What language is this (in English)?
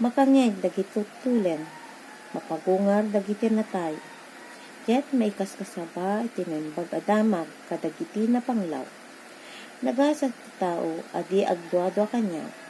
Iloko